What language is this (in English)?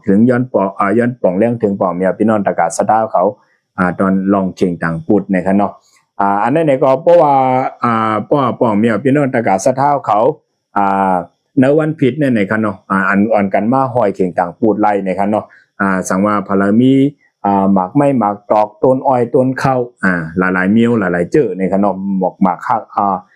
Shan